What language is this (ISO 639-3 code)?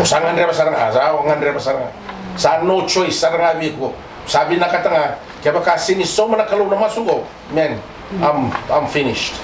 fij